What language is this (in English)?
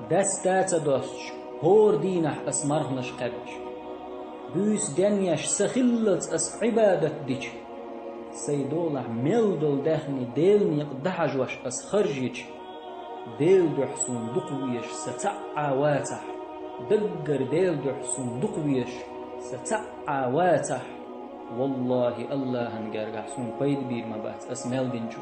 Chechen